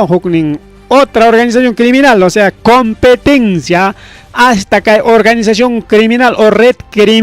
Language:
Ayacucho Quechua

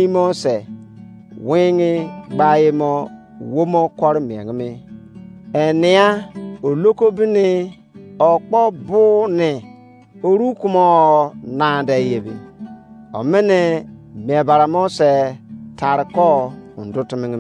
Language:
Izon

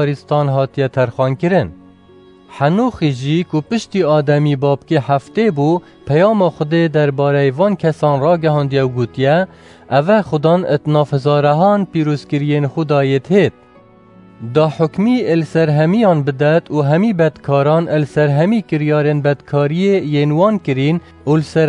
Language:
Kurdish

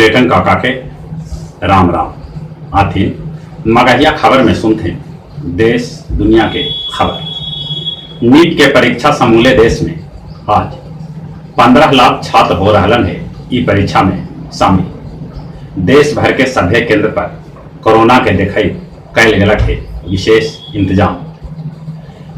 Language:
Magahi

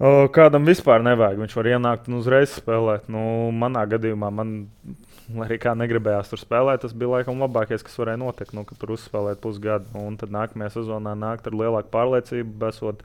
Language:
Latvian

